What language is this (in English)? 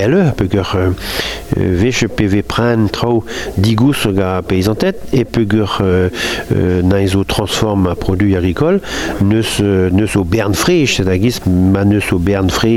Breton